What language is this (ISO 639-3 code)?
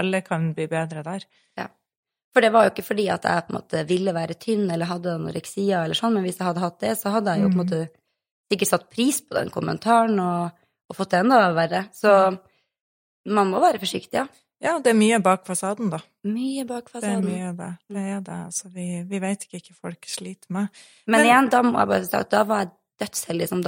nor